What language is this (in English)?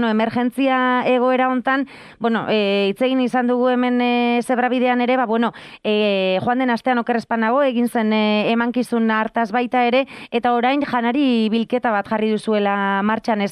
Basque